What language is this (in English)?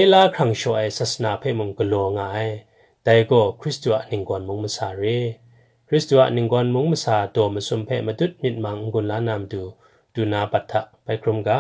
Kachin